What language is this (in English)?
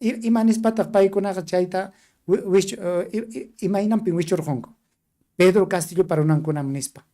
Ayacucho Quechua